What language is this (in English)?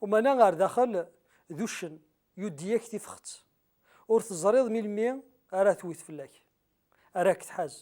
Kabyle